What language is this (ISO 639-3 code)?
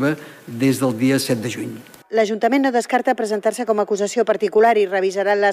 cat